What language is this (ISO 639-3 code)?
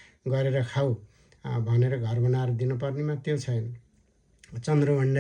nep